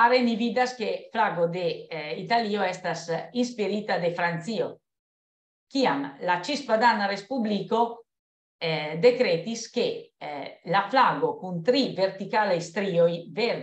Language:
Esperanto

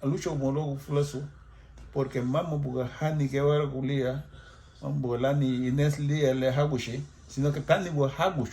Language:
Garifuna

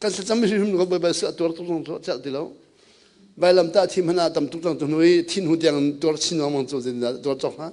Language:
Hakha Chin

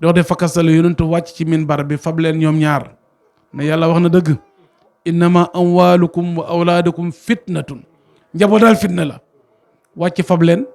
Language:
Wolof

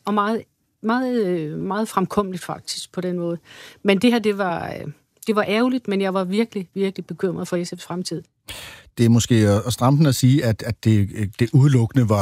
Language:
Danish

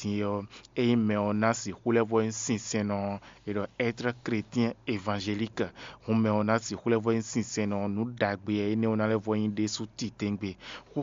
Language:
Fon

